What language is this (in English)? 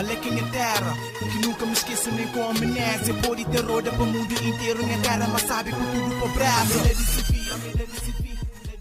Kabuverdianu